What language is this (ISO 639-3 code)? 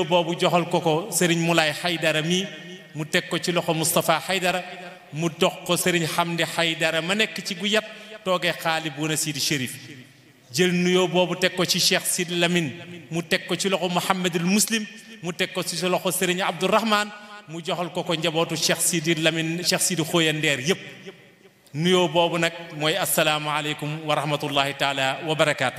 wol